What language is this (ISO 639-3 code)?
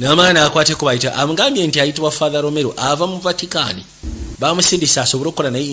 lug